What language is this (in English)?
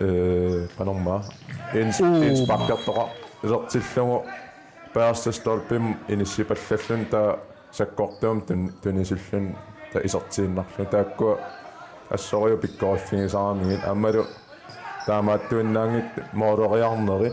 Kalaallisut